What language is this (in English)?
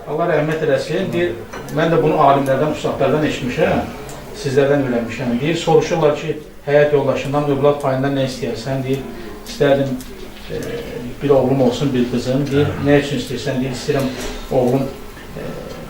Azerbaijani